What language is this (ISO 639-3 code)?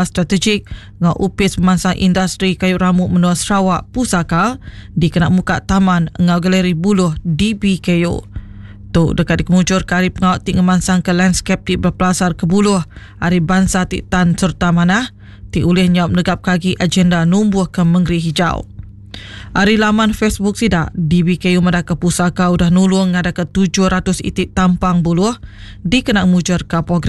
iba